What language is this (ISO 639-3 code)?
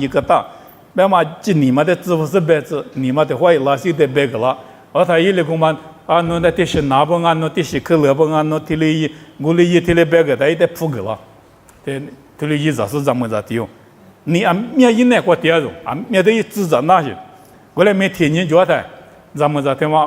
lis